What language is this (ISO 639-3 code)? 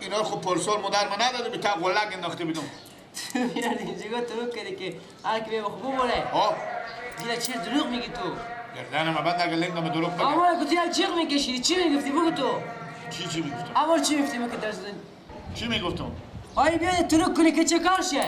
fas